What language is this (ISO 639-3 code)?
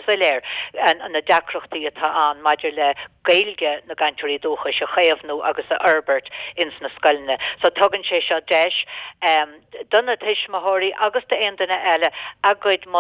gle